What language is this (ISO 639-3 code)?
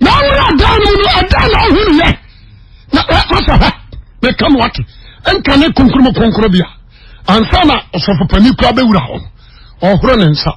aka